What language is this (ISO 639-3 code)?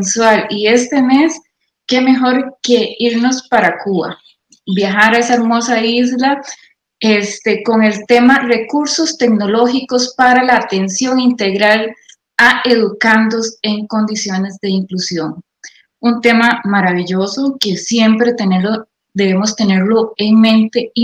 spa